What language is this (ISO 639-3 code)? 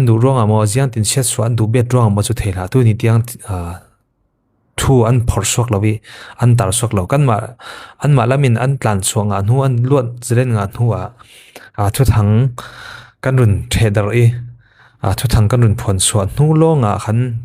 cfm